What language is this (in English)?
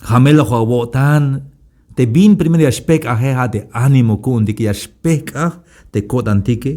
Tzeltal